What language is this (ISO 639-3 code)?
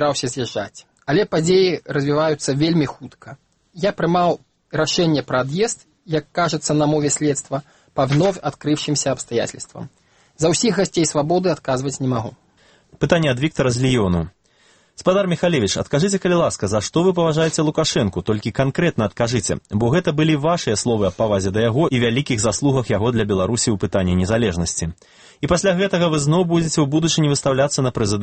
bel